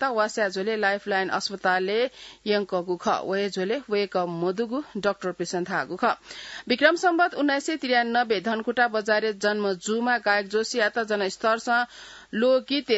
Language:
Newari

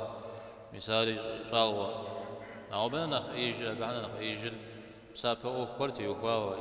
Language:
Kabardian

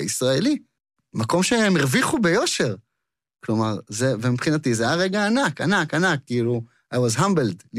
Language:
Hebrew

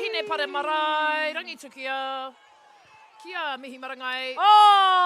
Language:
Māori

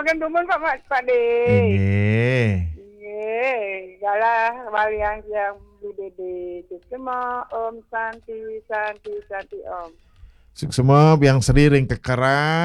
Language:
Balinese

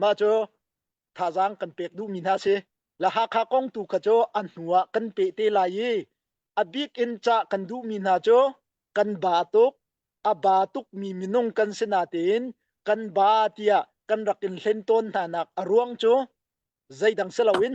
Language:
Hakha Chin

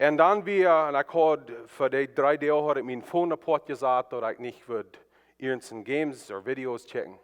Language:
Plautdietsch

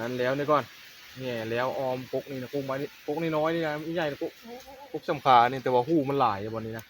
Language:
Northeastern Thai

